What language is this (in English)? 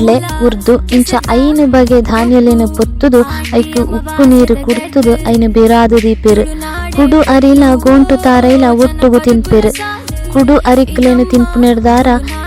Tulu